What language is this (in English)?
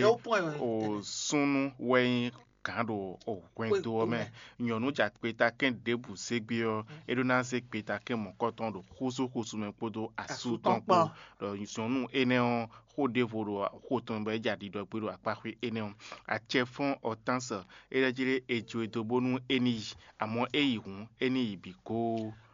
Fon